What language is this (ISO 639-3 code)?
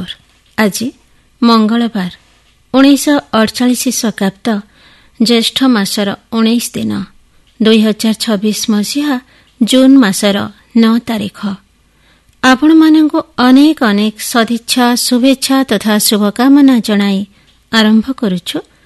ori